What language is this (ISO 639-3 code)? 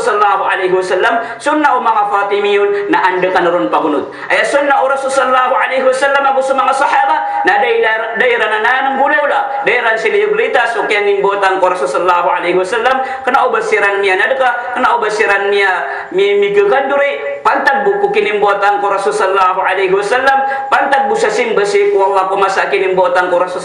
mrw